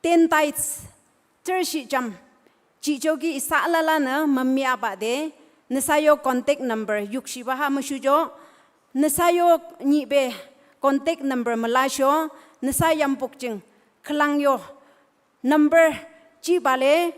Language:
Naga Pidgin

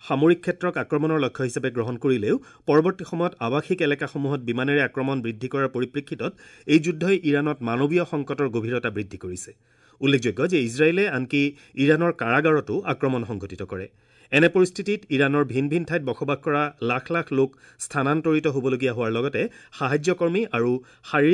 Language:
Assamese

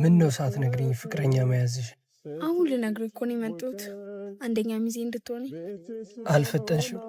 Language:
Amharic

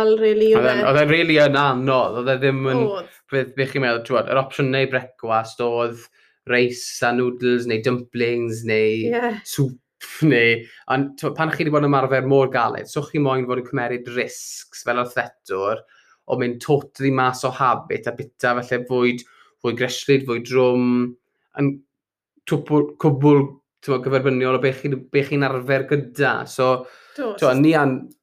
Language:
Welsh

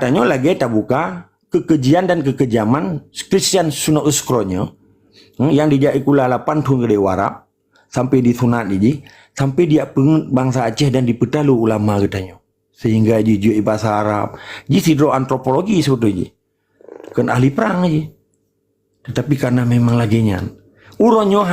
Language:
Achinese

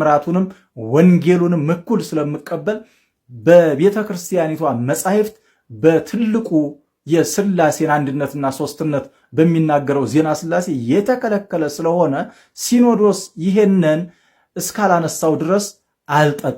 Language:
Amharic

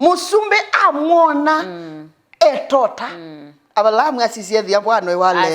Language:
Kamba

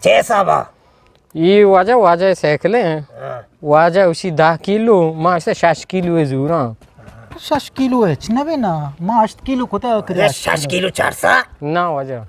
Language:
Eastern Balochi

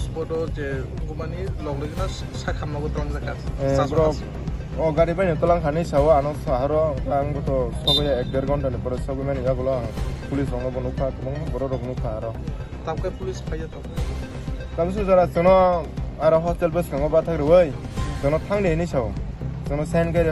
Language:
Kok Borok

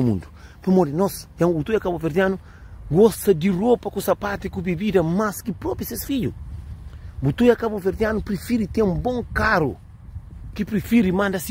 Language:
Kabuverdianu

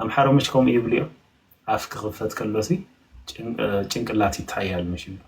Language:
Tigrinya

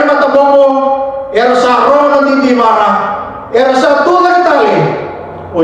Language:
Fijian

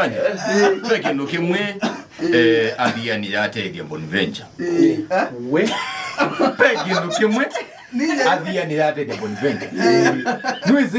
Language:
Kamba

